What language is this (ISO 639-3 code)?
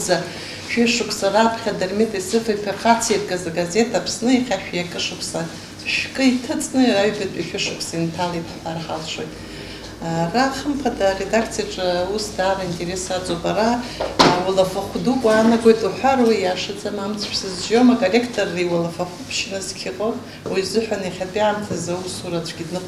abk